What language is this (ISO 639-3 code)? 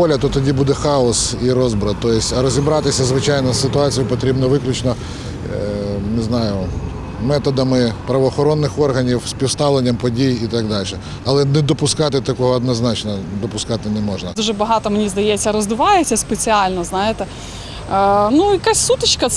ukr